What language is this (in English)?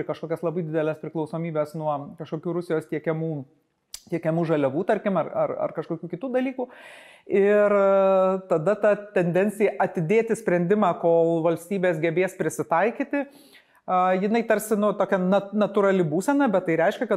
Lithuanian